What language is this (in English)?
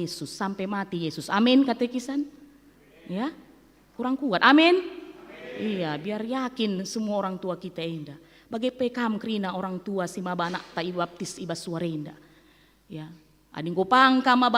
Batak Karo